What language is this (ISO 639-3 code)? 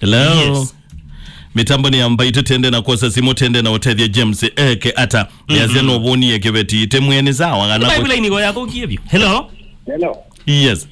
kam